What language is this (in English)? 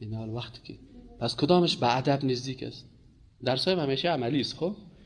Persian